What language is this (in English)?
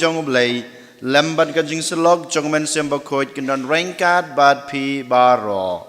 Khasi